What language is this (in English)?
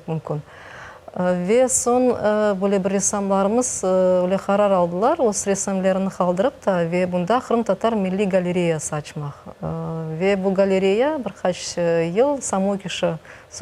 Crimean Tatar